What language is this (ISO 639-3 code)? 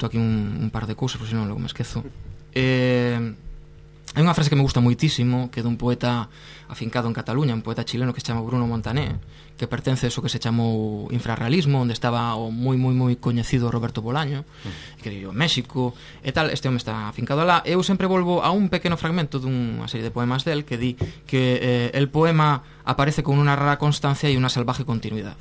glg